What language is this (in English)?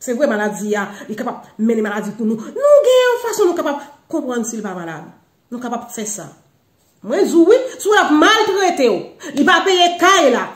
Haitian Creole